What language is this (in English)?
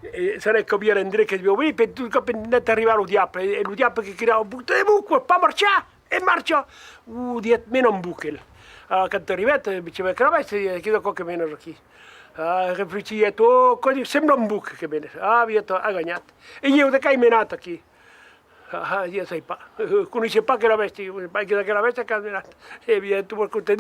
Occitan